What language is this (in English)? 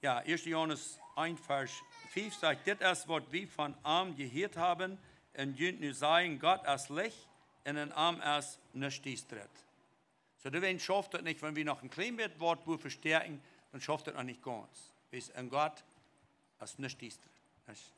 Plautdietsch